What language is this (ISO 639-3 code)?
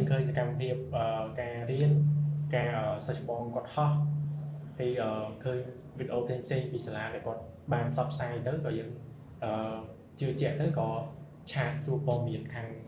khm